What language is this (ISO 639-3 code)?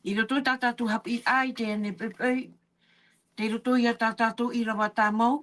tah